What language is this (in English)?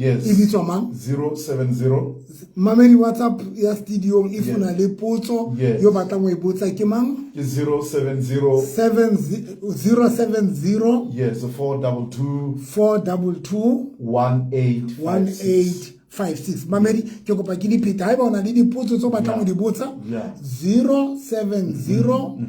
Southern Sotho